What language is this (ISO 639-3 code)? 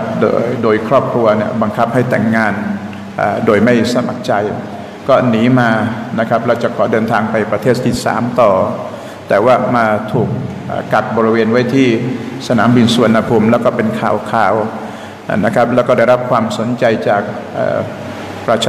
tha